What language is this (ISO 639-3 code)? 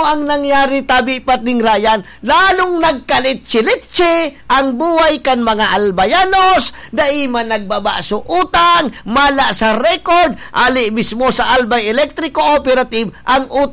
bik